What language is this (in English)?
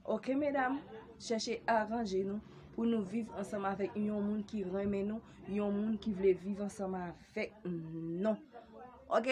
Haitian Creole